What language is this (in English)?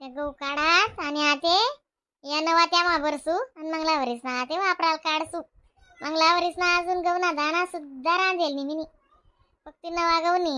Khandesi